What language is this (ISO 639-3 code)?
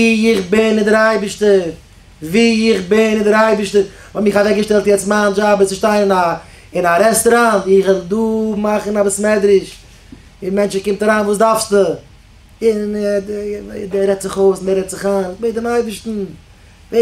yid